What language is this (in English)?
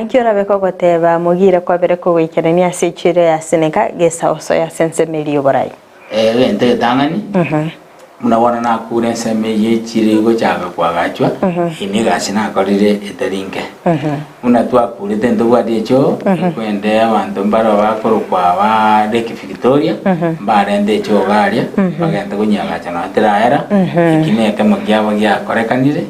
Gusii